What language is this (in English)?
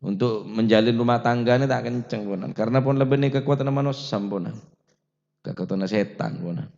Madurese